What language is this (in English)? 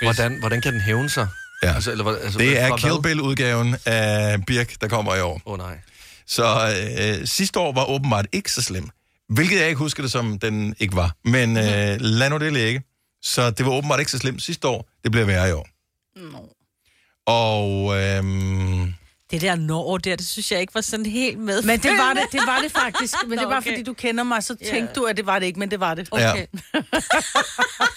Danish